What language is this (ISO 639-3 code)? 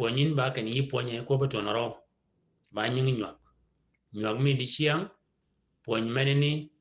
shk